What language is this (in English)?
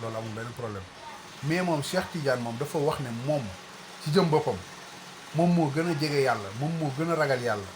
Wolof